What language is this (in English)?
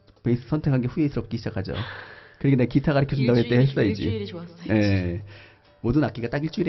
Korean